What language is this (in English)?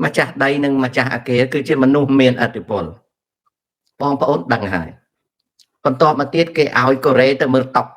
Khmer